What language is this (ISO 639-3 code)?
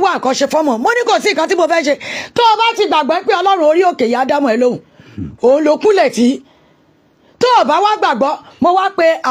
yor